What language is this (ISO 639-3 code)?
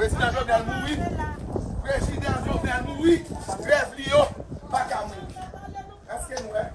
hat